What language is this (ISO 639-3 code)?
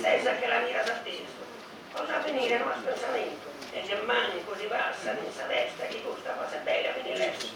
srd